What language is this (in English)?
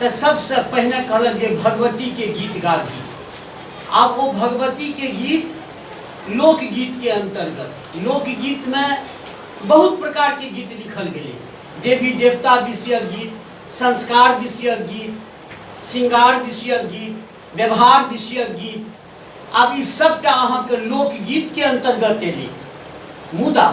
Maithili